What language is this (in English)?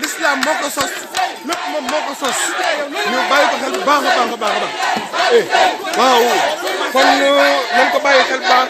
Wolof